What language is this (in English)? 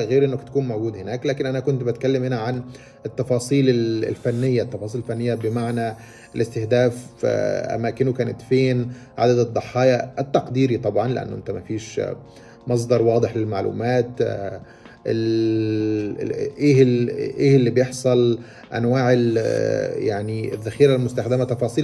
Egyptian Arabic